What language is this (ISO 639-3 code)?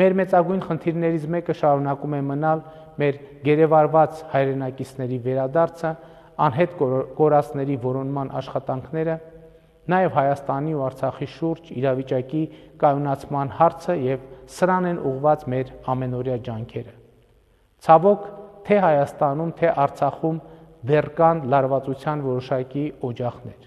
hye